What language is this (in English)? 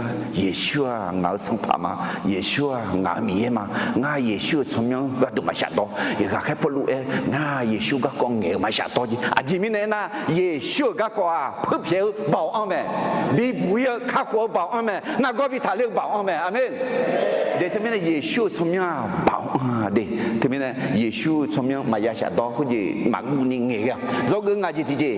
Akha